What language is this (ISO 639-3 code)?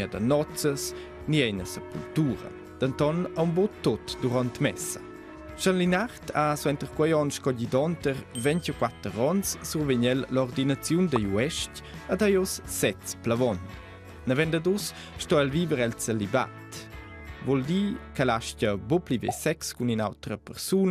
roh